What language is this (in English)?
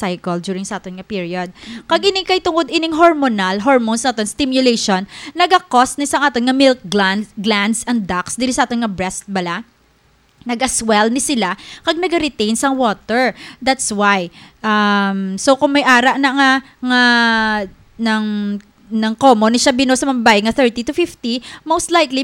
Hiligaynon